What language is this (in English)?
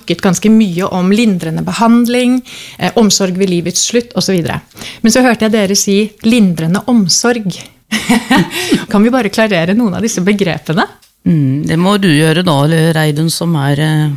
Norwegian